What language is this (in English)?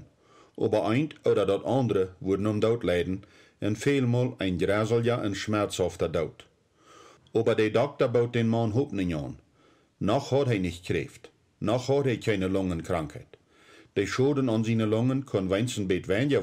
Plautdietsch